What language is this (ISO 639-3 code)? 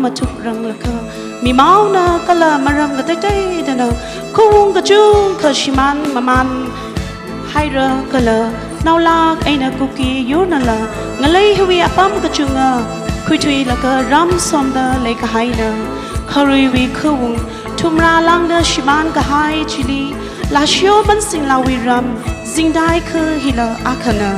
nmf